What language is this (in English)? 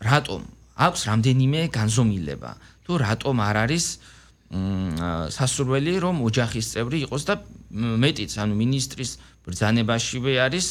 Georgian